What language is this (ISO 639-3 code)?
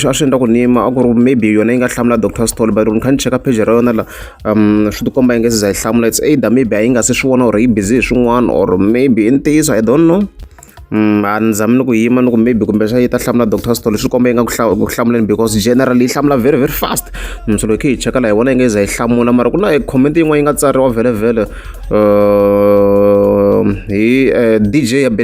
tso